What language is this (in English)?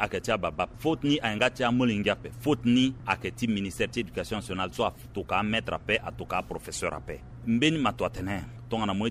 Sango